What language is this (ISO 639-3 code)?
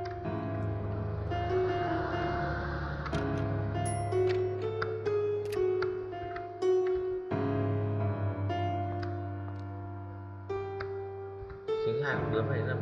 vie